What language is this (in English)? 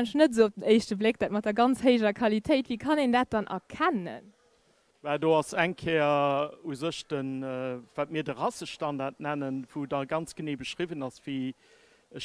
Luxembourgish